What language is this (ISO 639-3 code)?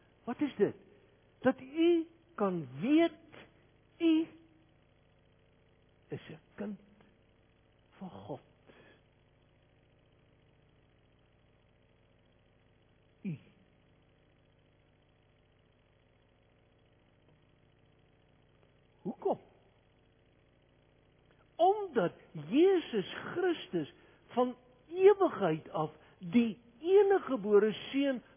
afr